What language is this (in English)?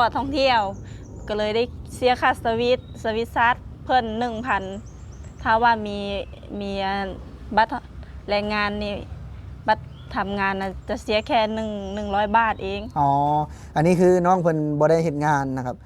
Lao